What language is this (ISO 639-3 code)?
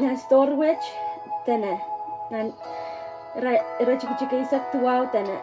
pon